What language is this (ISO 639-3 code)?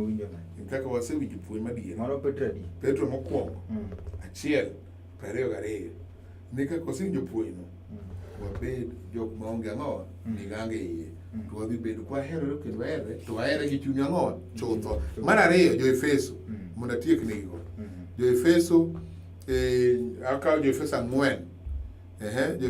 luo